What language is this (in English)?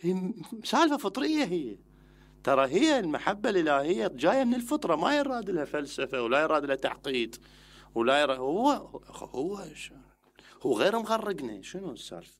Mesopotamian Arabic